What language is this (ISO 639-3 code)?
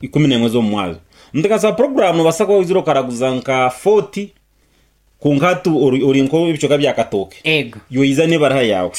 nyn